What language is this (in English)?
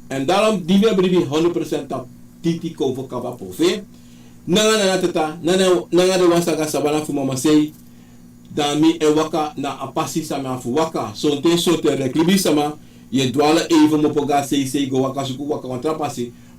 Sranan Tongo